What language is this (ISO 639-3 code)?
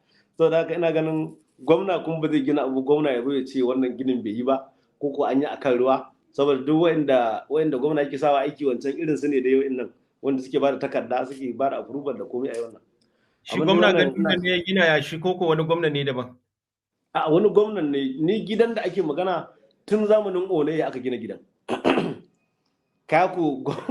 hau